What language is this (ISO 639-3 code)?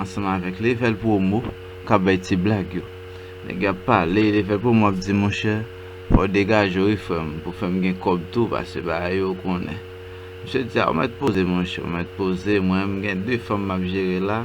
hat